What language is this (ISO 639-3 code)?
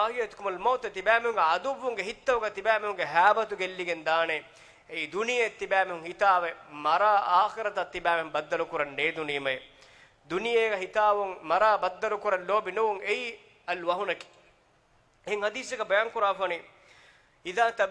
div